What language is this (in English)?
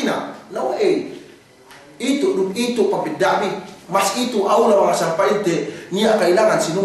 Yakan